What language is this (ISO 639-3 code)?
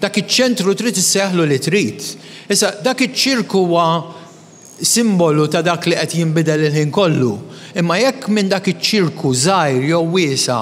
mlt